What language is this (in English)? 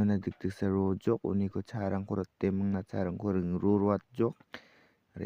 Garo